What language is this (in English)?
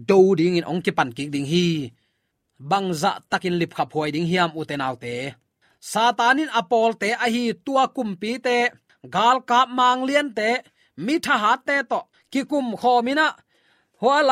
Tedim Chin